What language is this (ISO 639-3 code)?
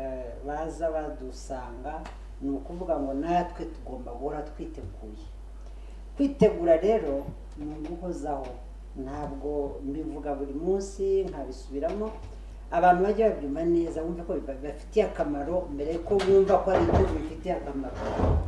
kin